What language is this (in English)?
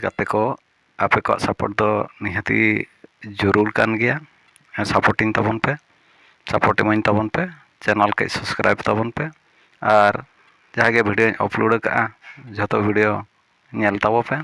Santali